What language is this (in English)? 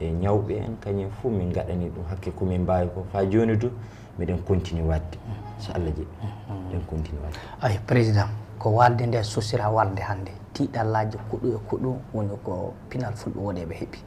Fula